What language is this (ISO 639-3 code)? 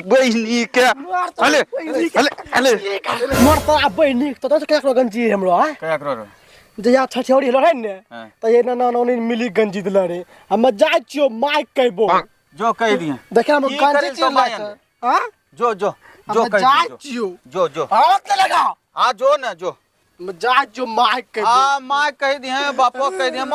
mai